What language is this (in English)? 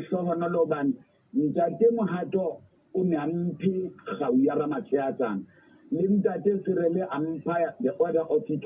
Southern Sotho